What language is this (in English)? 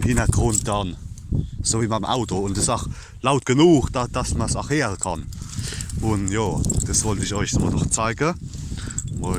Palatine German